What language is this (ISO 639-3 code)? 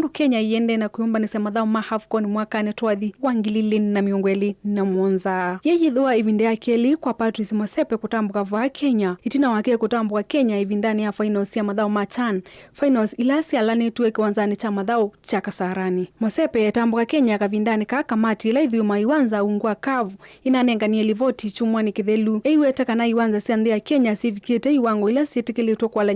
kam